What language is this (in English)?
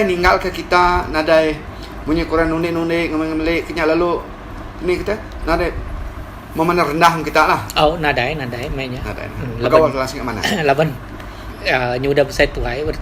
Iban